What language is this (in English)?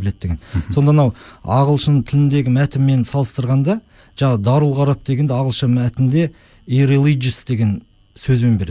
Kazakh